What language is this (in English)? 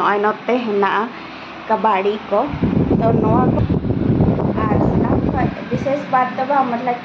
Santali